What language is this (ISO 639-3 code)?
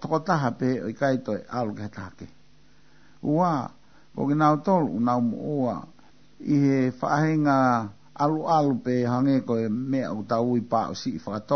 ton